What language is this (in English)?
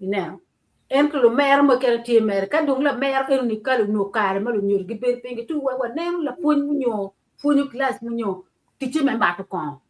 Acoli